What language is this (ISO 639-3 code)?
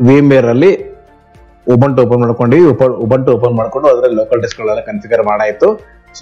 kan